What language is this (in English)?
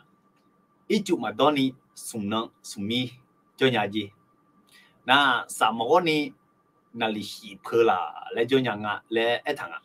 Akha